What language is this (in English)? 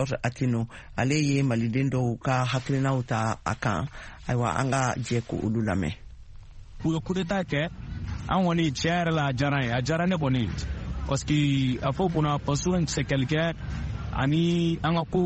Bambara